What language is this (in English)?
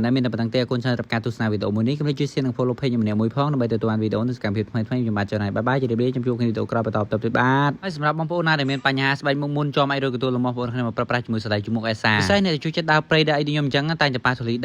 Khmer